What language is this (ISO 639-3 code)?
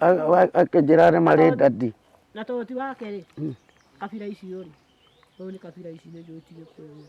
kik